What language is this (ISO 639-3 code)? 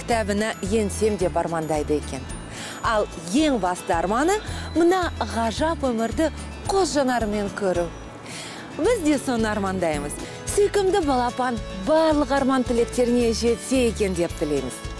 kaz